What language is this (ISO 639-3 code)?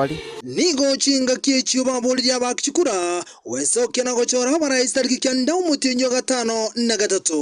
guz